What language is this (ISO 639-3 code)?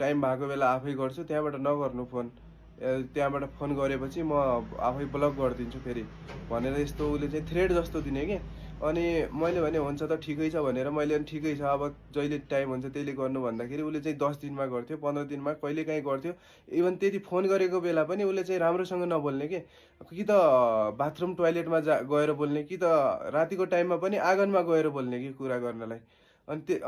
nep